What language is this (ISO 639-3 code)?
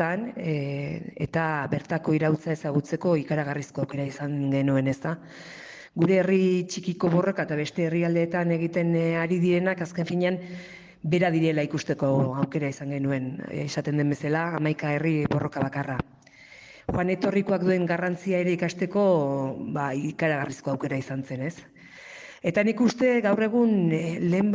eus